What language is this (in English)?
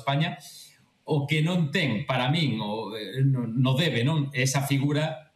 Galician